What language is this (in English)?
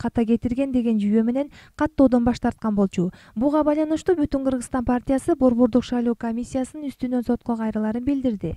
Kyrgyz